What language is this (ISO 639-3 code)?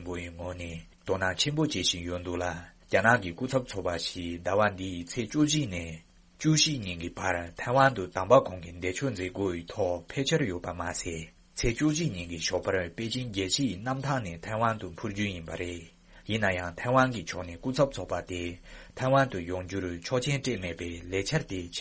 bod